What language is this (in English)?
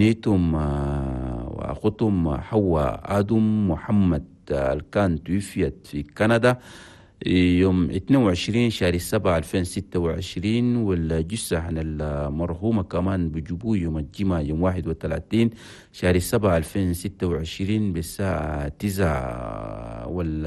Chadian Arabic